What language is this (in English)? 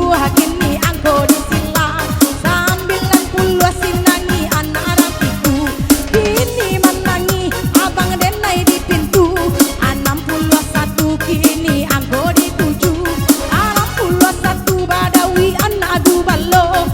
Minangkabau